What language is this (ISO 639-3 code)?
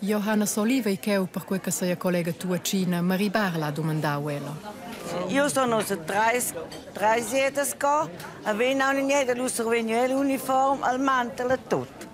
roh